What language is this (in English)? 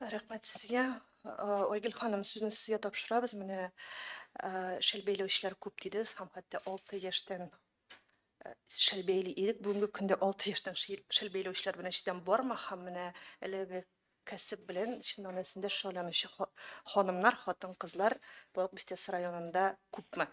Tatar